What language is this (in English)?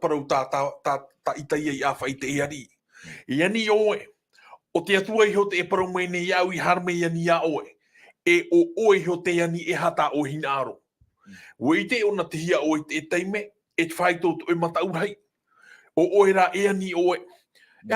Tahitian